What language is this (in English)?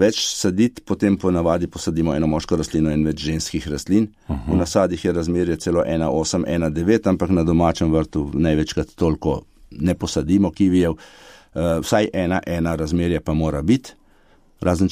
Slovenian